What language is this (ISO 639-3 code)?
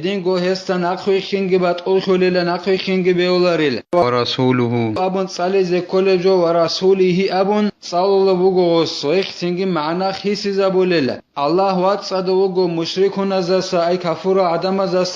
ava